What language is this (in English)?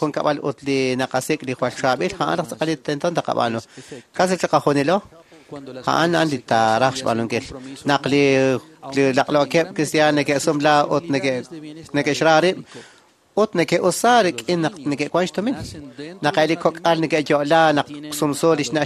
Kekchí